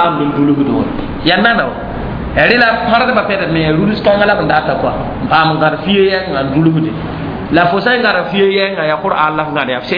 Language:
Mossi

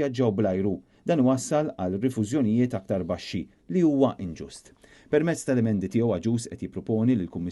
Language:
Maltese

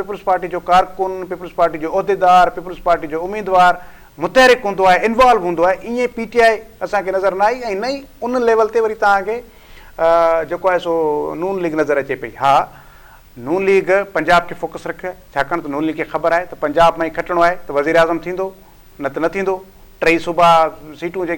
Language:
Sindhi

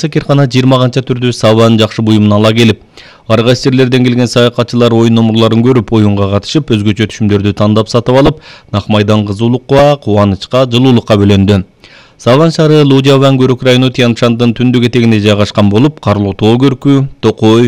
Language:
Kyrgyz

